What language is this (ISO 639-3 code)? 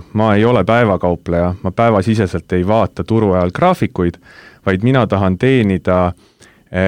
est